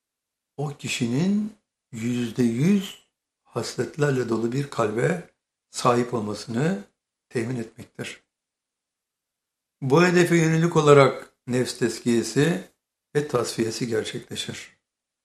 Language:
Turkish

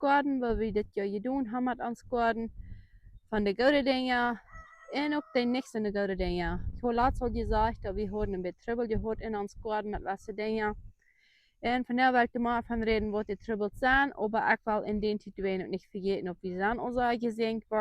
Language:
Plautdietsch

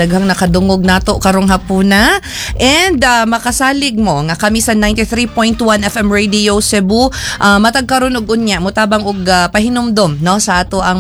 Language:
Cebuano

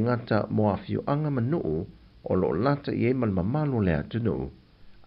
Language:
Samoan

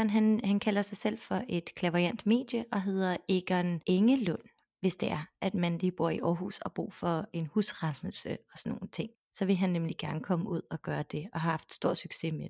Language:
Danish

